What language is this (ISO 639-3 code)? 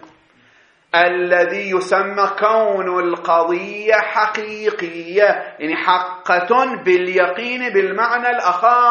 ara